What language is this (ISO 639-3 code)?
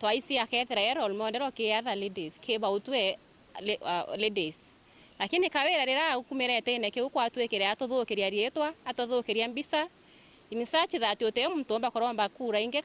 mer